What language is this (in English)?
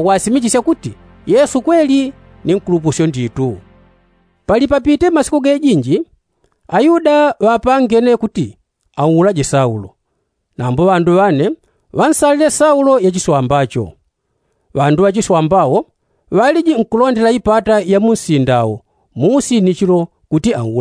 Yao